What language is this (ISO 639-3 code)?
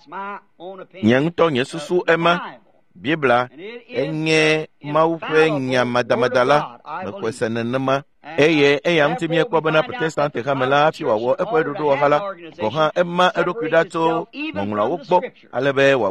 ewe